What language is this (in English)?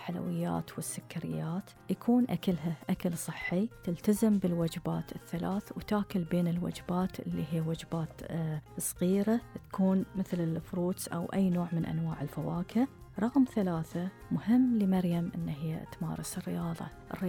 Gulf Arabic